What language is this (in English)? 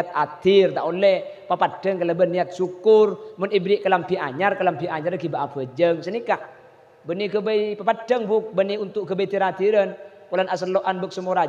Madurese